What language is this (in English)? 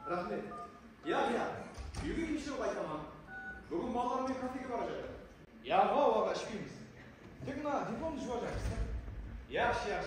Kara-Kalpak